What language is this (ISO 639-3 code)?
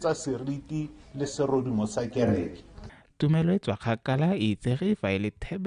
tsn